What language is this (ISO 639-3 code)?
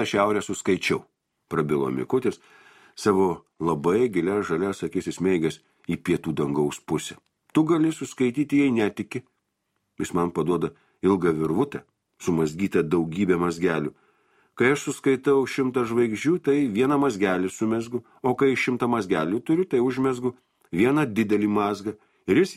lit